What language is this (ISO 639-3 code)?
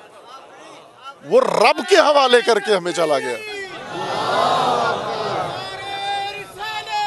urd